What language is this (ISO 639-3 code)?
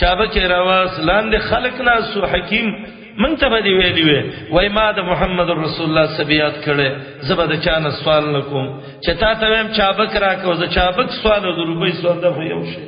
pus